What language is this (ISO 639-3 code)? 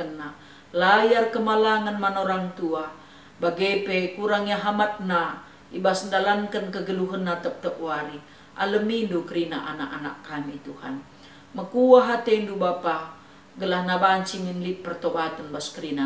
btx